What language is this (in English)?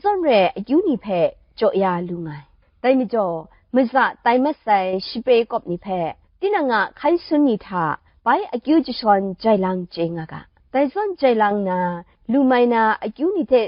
Kachin